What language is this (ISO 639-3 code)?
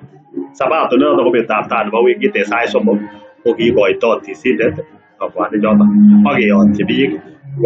kln